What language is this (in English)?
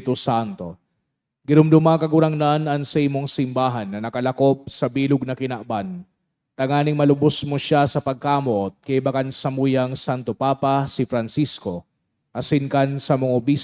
Bikol